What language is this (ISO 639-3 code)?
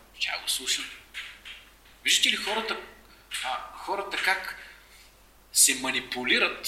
bul